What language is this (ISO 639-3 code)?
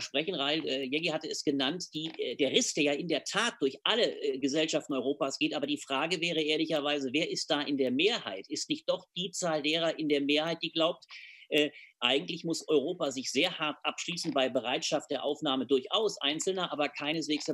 deu